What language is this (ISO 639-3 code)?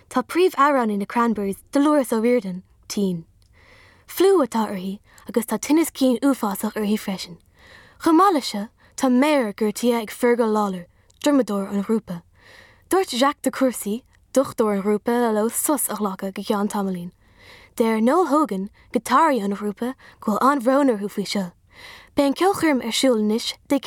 gle